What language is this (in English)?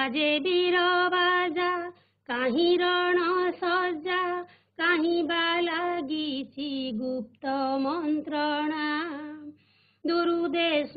Odia